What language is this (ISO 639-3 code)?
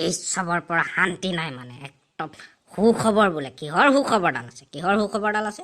asm